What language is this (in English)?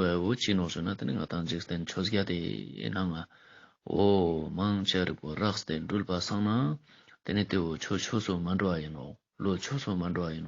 Ladakhi